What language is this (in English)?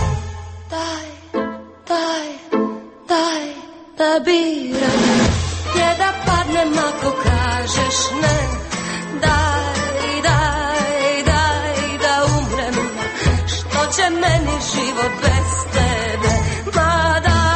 Croatian